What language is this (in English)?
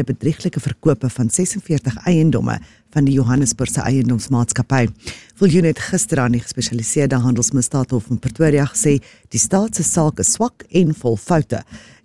Afrikaans